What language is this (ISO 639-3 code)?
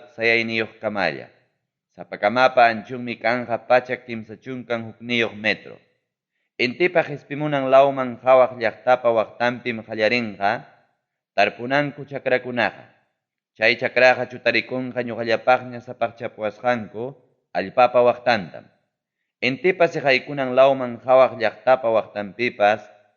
quy